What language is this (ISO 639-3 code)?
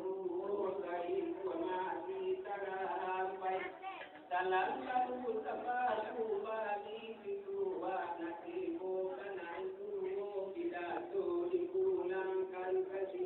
min